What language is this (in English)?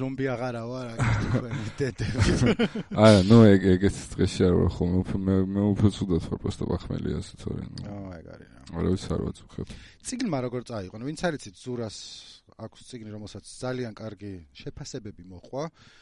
Georgian